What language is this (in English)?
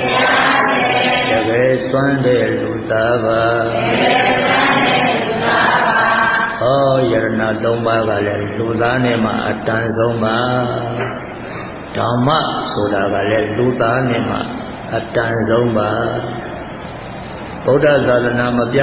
Burmese